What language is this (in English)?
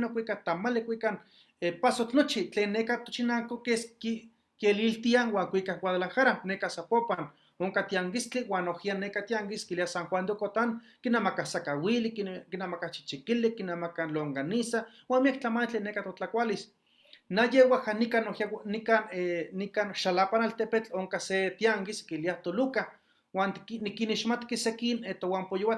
Eastern Huasteca Nahuatl